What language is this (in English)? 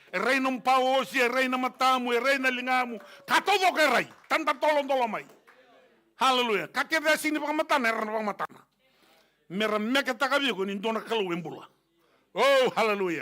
Fijian